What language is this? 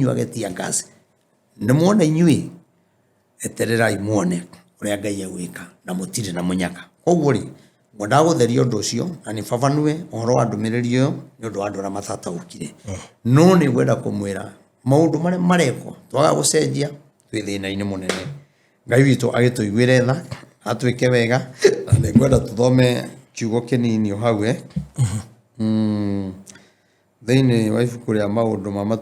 Kikuyu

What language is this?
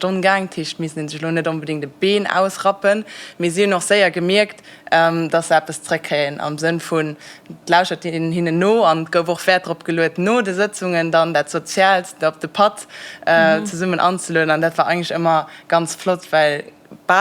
Luxembourgish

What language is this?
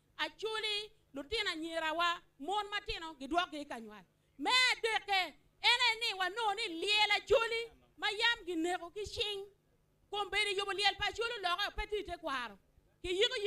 Acoli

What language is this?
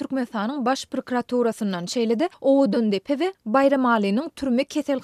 Turkmen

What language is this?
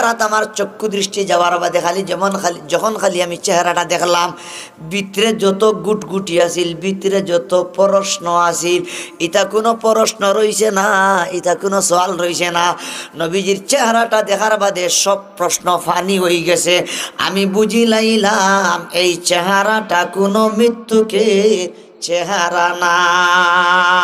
Sylheti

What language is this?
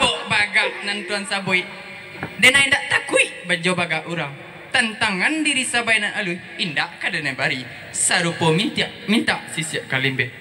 Minangkabau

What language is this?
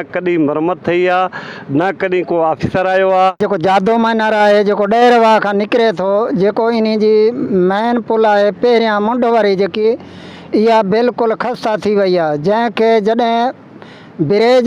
Sindhi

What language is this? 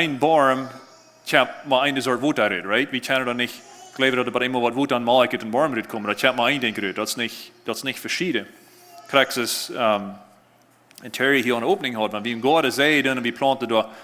Plautdietsch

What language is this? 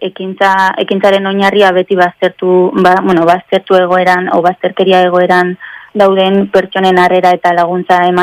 Basque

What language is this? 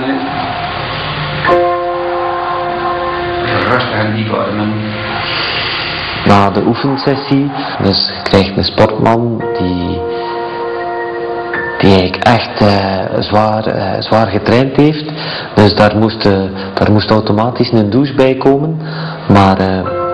Dutch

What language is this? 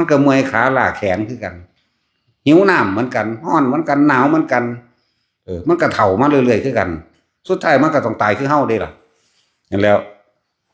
Northeastern Thai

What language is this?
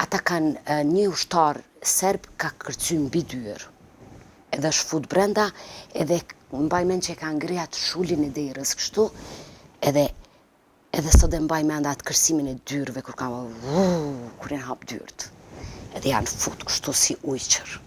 Albanian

